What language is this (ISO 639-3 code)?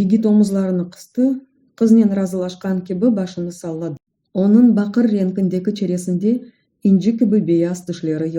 crh